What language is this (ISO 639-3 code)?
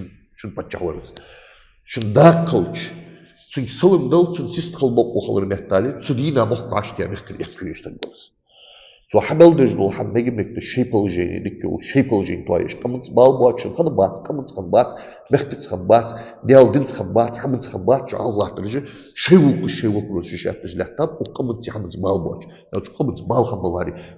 inh